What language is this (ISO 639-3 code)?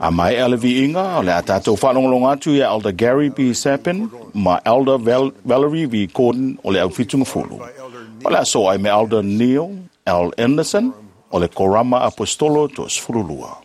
smo